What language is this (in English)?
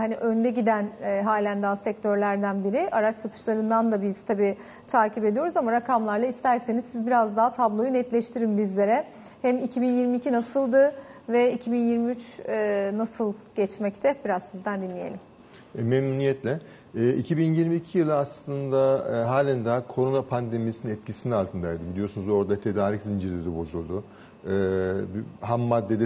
Turkish